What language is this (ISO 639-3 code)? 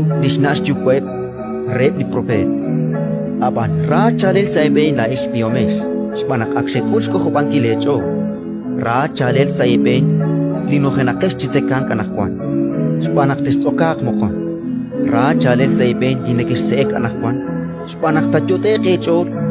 kek